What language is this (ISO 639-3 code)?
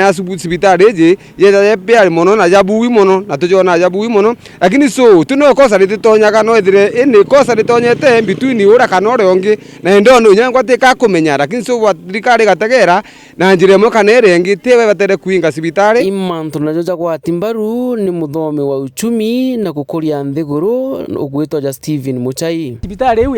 mer